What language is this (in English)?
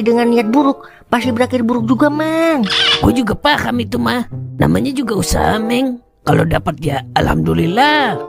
Betawi